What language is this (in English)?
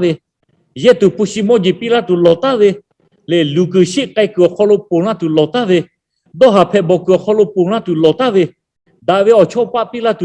Lahu